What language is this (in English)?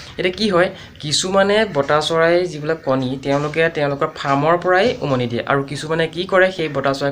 Assamese